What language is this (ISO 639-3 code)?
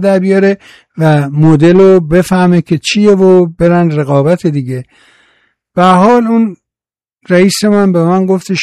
fas